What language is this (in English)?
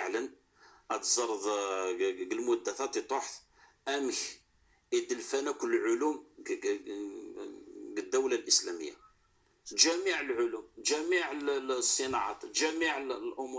Kabyle